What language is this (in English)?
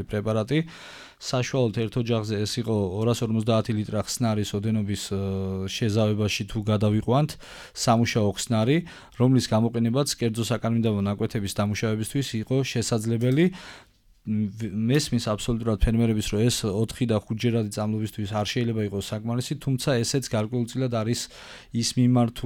Georgian